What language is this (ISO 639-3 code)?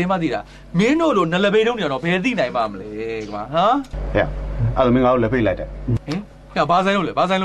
mya